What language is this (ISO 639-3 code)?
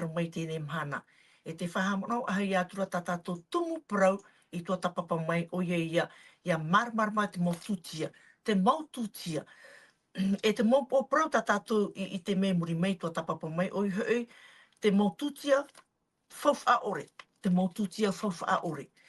tah